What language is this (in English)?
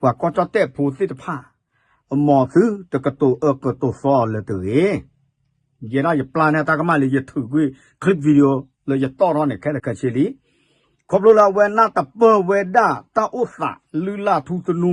S'gaw Karen